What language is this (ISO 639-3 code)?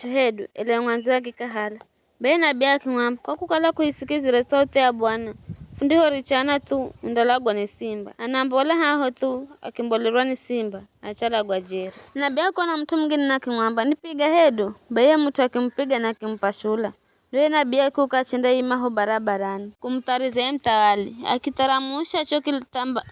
nyf